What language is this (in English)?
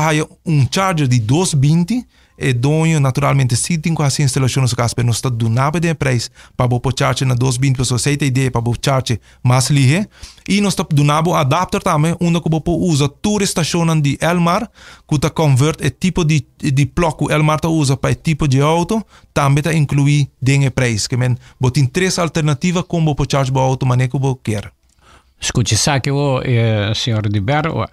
Papiamento